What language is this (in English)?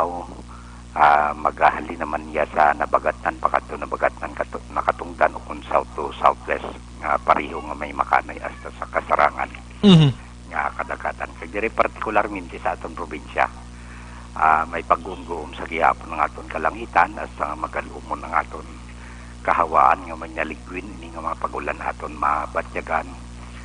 Hiligaynon